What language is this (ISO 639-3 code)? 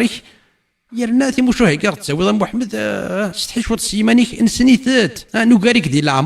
kab